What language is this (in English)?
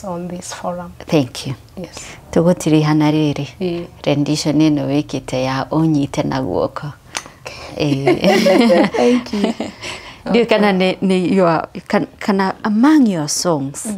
Kikuyu